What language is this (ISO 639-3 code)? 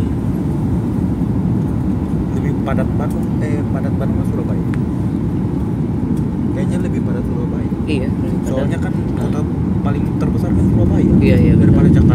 ind